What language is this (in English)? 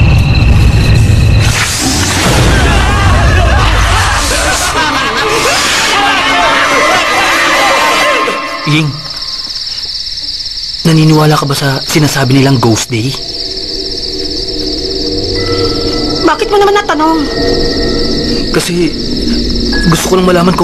Filipino